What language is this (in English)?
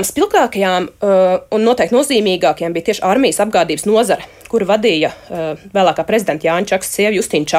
Latvian